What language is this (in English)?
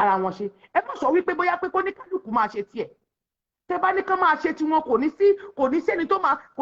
Yoruba